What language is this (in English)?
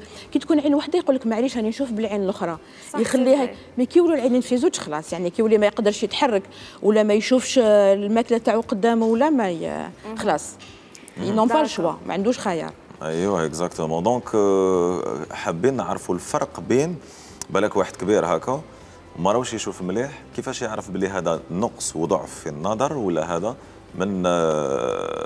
Algerian Arabic